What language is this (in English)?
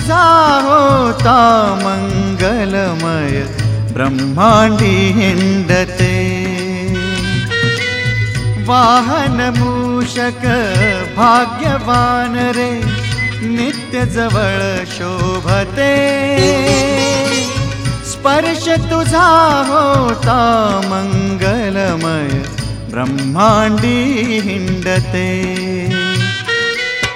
Marathi